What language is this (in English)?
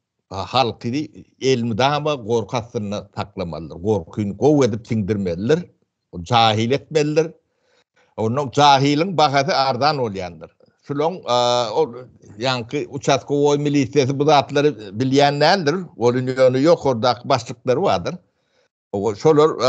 Turkmen